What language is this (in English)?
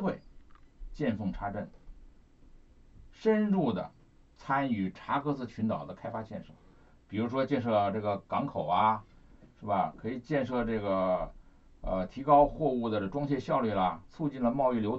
Chinese